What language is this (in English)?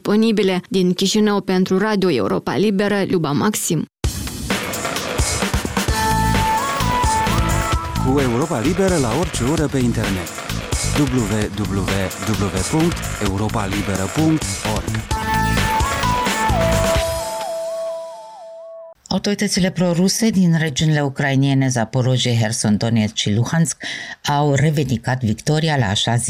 Romanian